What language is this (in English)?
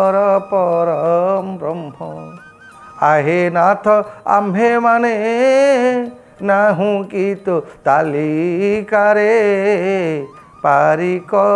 Odia